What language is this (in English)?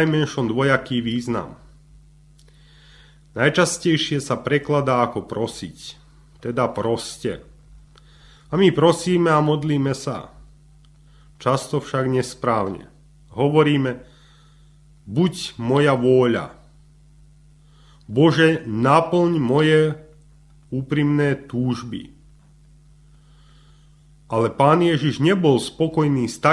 Slovak